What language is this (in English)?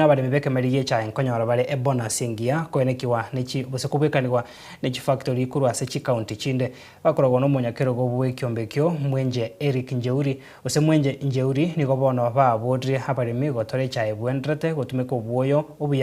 Gusii